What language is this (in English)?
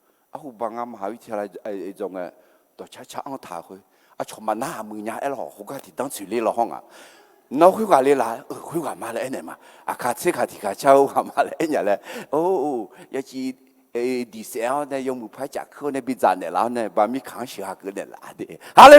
Akha